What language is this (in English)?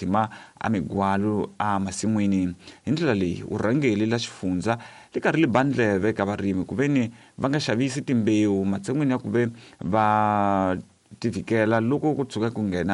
Tsonga